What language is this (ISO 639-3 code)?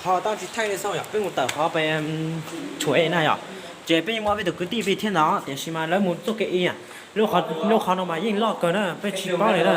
hmn